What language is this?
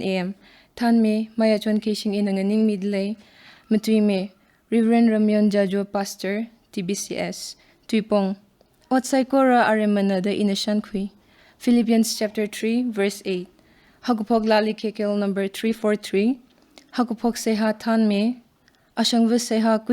Tangkhul Naga (India)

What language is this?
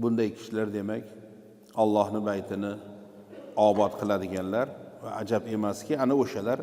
Uzbek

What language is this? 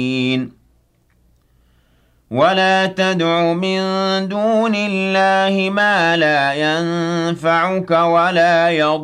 Arabic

